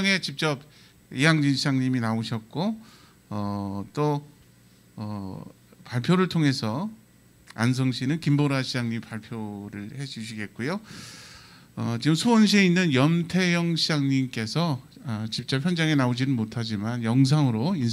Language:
Korean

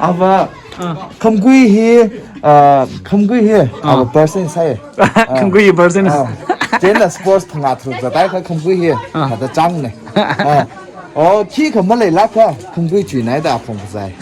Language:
Tangkhul Naga (India)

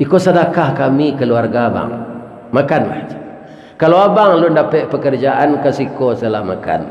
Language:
Minangkabau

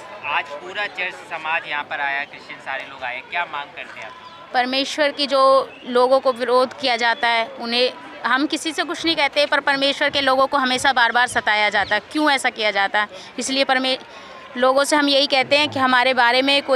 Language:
Hindi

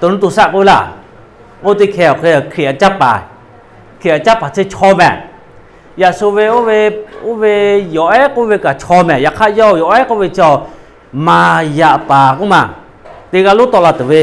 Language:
Lahu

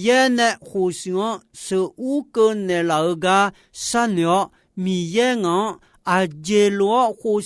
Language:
Akha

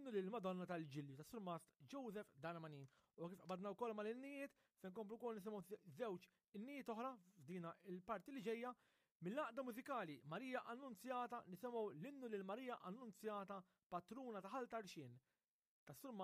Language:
Maltese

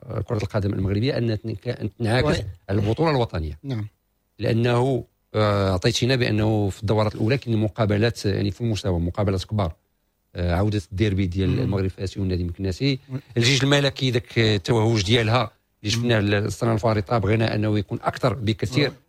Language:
Moroccan Arabic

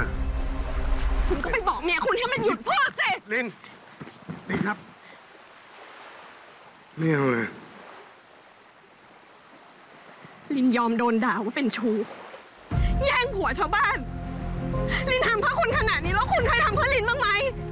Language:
Thai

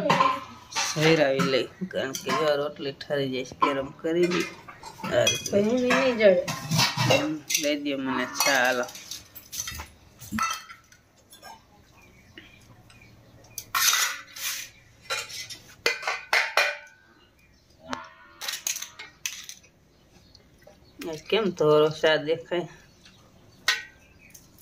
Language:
Gujarati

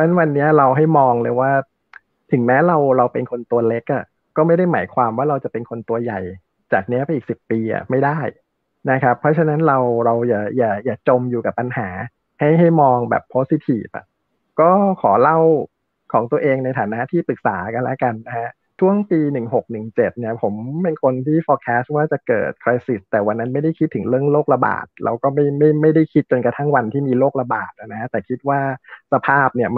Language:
Thai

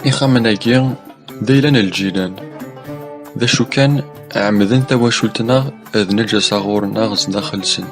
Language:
Kabyle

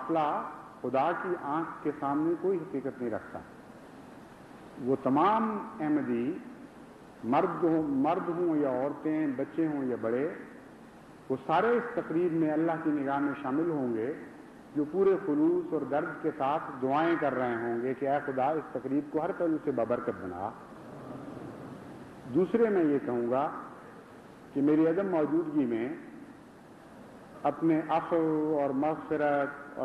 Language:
Urdu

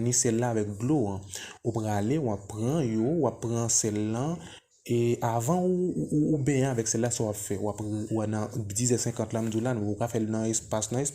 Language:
Haitian Creole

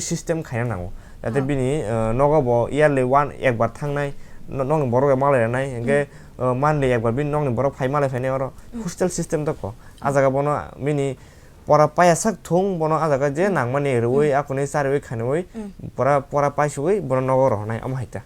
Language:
Kok Borok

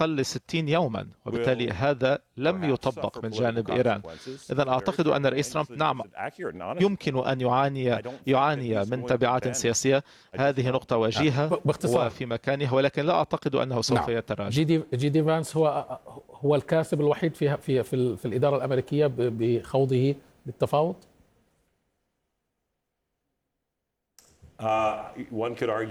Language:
Arabic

